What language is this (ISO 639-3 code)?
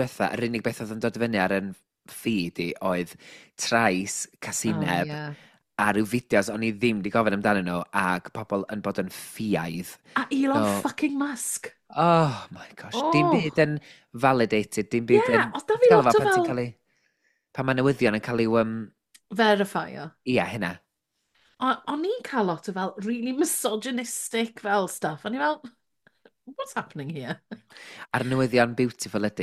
cym